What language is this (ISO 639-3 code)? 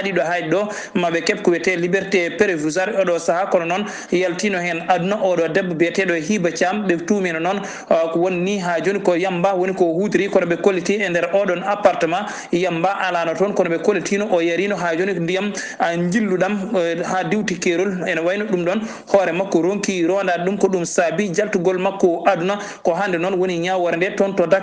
ful